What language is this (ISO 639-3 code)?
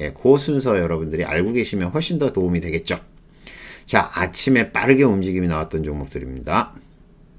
kor